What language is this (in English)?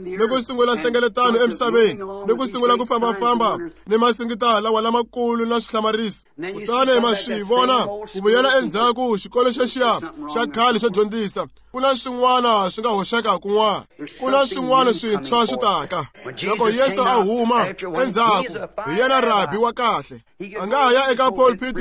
Tsonga